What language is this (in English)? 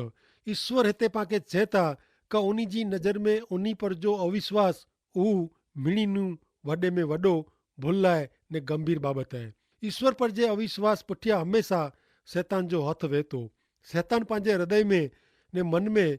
Kachhi